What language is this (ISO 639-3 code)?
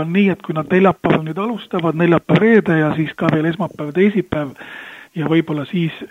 est